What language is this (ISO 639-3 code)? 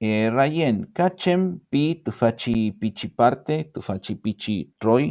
arn